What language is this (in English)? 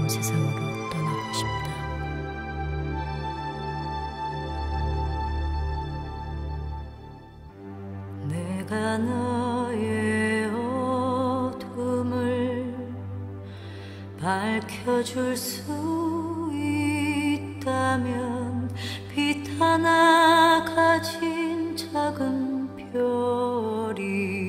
Korean